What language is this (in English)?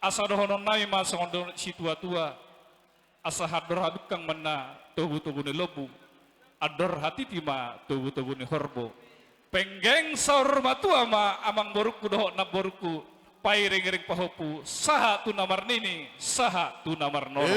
Batak Toba